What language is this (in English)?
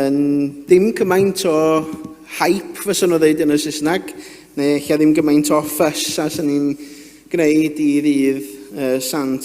Welsh